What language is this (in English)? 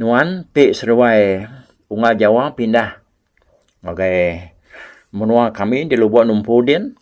Iban